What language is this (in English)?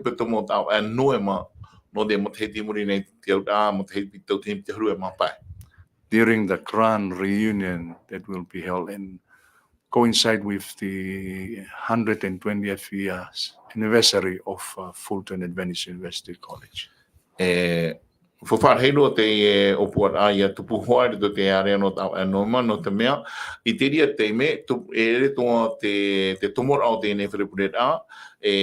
Tahitian